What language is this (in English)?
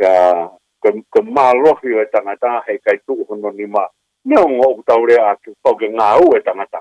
Tongan